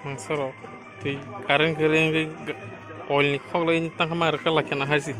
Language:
Kok Borok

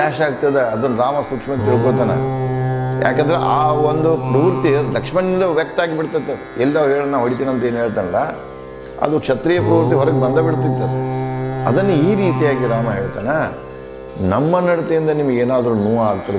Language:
Kannada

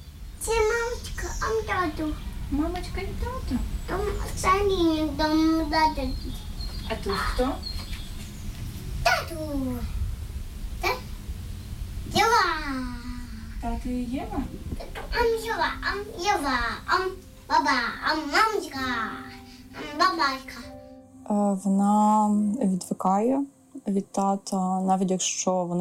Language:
Ukrainian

